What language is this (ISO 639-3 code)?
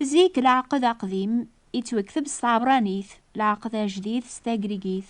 kab